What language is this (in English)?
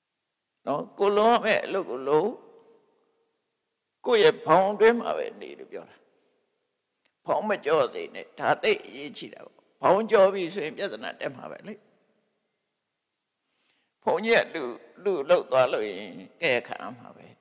Burmese